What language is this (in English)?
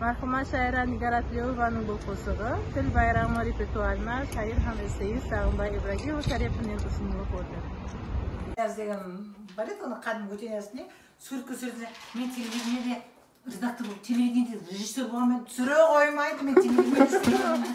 Kara-Kalpak